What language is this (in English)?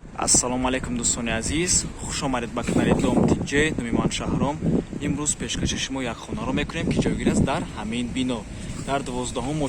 Tajik